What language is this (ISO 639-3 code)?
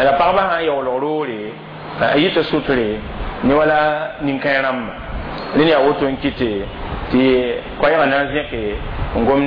mos